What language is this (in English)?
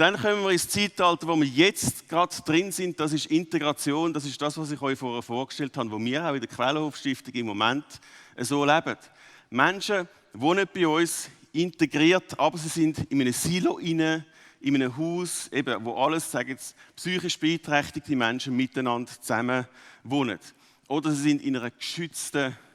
Swiss German